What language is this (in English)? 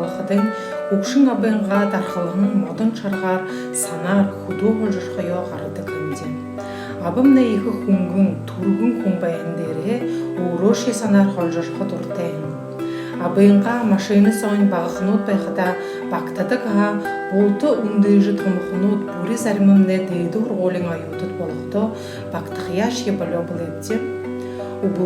Buriat